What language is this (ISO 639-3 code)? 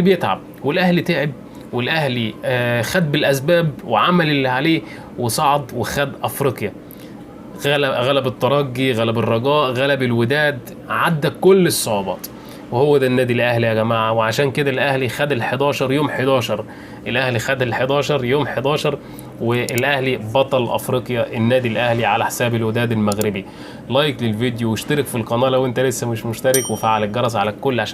arz